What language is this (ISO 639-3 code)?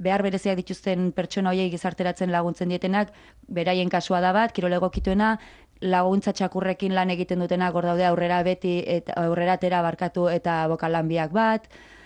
eus